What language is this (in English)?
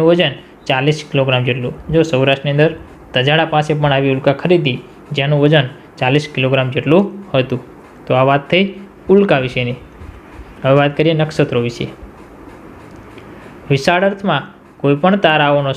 Gujarati